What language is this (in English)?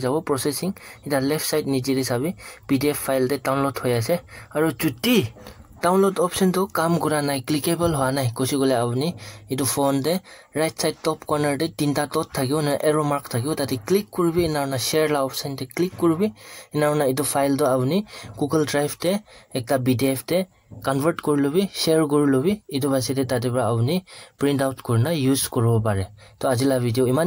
Naga Pidgin